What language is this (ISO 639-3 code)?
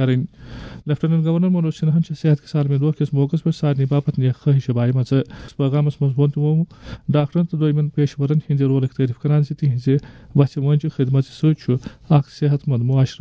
kas